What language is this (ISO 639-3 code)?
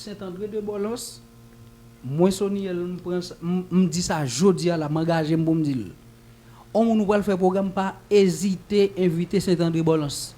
hat